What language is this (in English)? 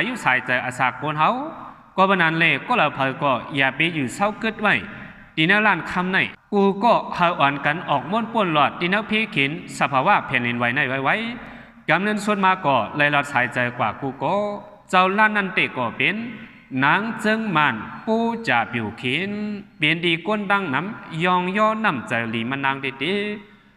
Shan